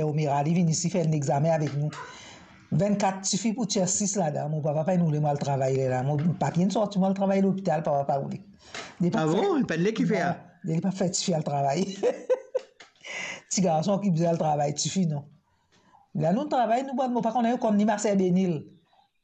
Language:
Morisyen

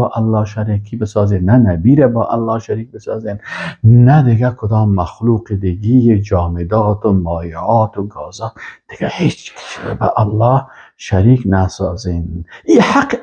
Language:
Persian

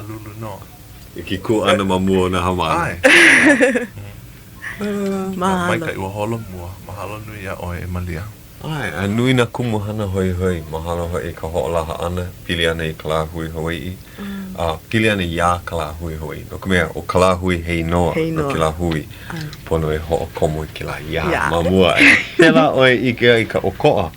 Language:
Hawaiian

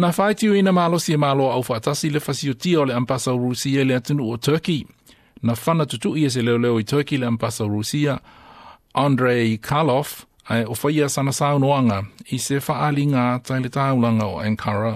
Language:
Samoan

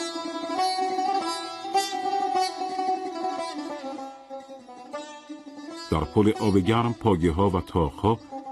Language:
Persian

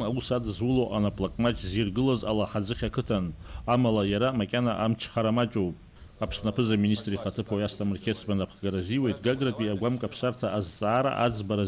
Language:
Abkhazian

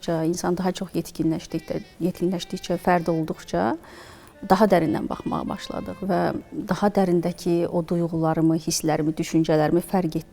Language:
Azerbaijani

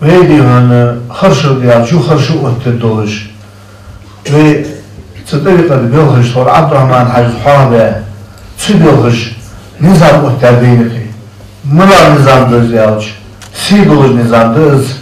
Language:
Ingush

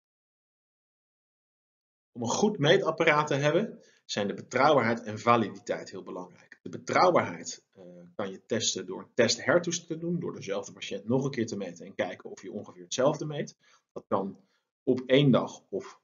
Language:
Dutch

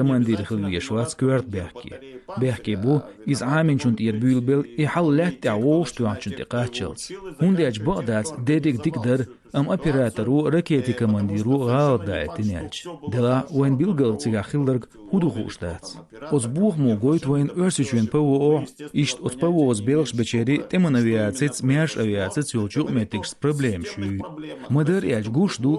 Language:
Chechen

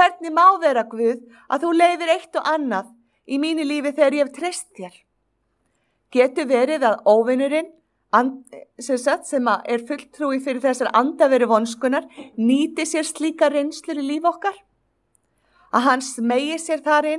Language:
Icelandic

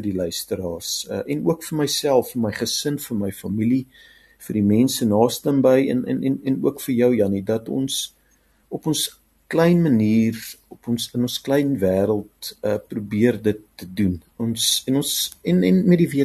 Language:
Afrikaans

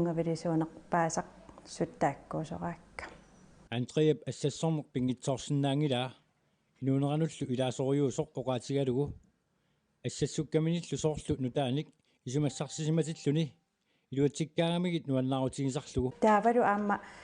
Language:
Kalaallisut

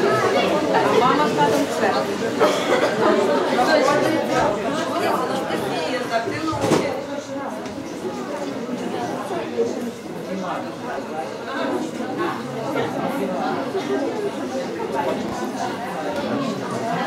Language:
Ukrainian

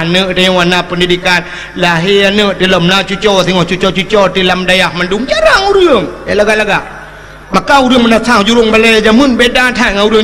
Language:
Achinese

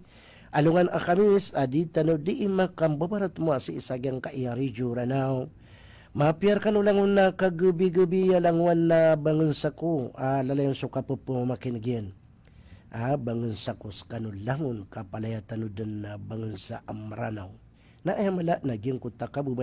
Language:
Maranao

